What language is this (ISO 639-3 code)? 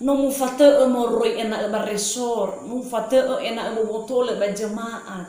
nia